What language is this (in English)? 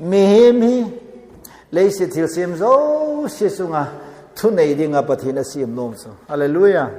Thado Chin